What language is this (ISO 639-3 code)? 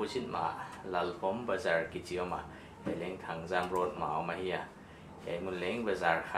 pck